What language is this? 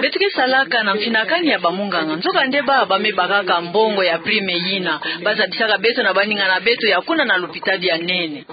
Kituba (Democratic Republic of Congo)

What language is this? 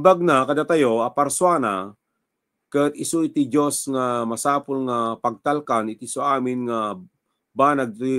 Iloko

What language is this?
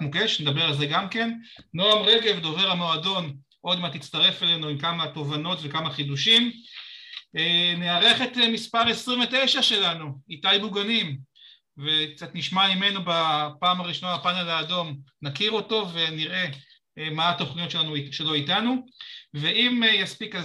Hebrew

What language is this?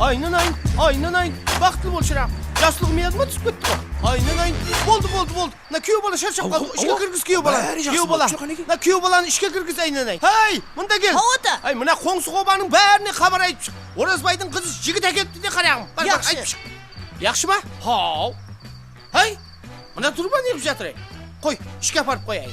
Kara-Kalpak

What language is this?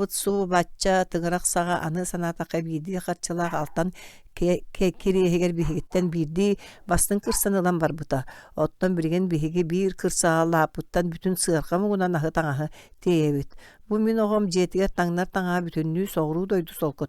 Yakut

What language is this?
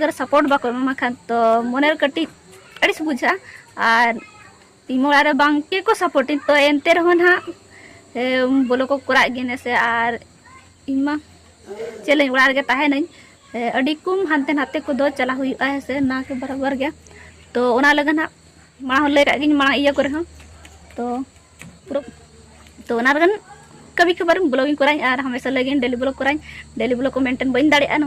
Santali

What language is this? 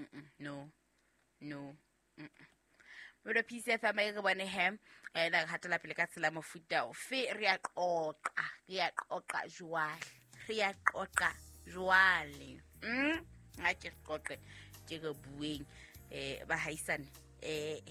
Southern Sotho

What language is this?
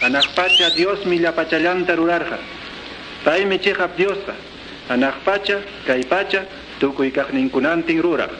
Quechua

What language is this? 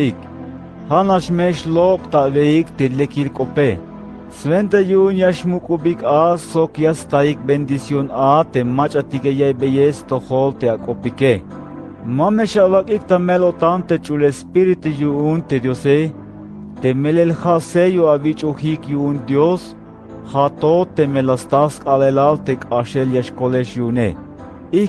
Tzeltal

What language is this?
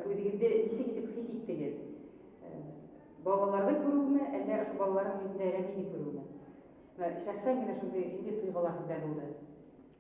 Bashkir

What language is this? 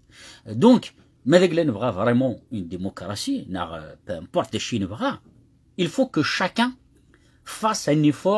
Kabyle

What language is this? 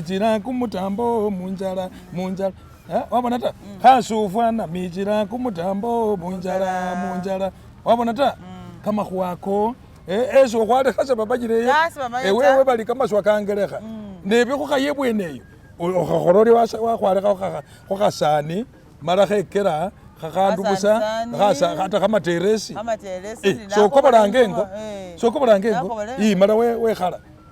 Masaaba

